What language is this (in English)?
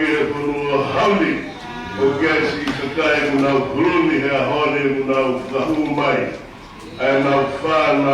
Tongan